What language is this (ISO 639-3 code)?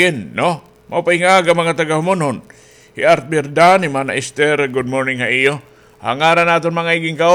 war